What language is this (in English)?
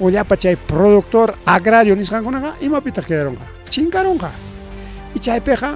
Ayacucho Quechua